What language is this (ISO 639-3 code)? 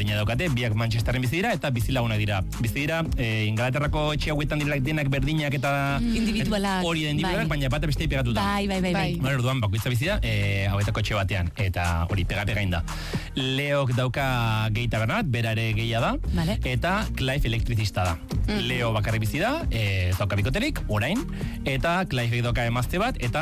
eus